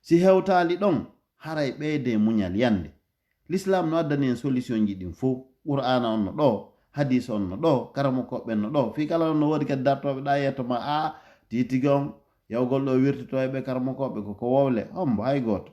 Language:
Fula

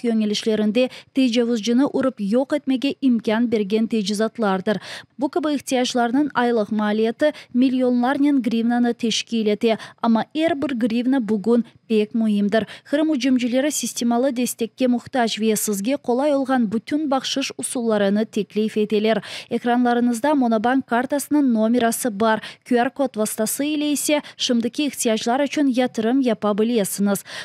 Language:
Crimean Tatar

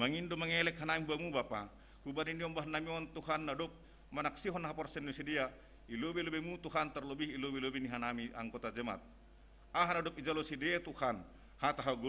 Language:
Batak Simalungun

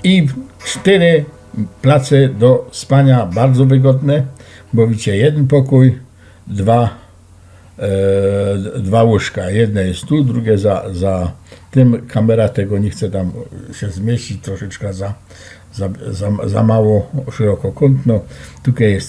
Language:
Silesian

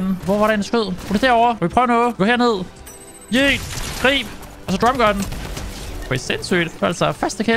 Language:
Danish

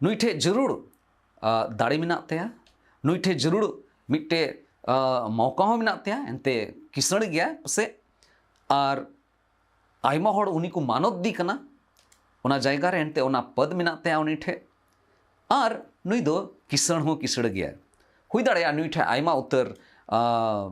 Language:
Santali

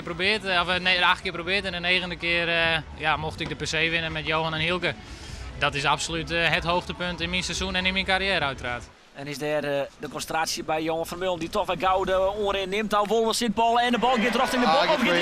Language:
Western Frisian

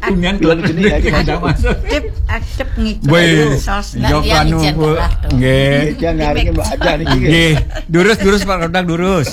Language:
Balinese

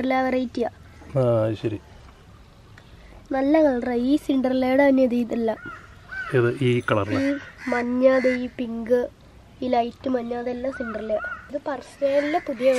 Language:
Malayalam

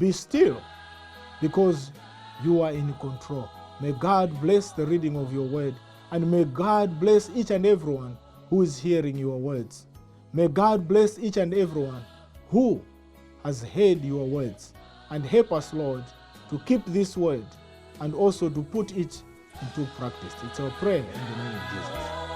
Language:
English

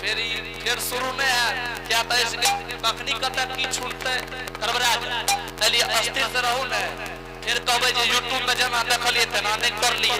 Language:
Angika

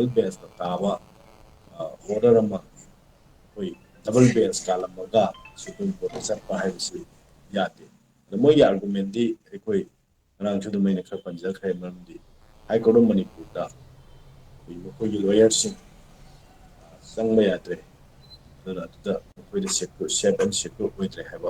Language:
Manipuri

